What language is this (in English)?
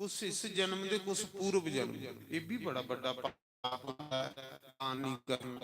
Dogri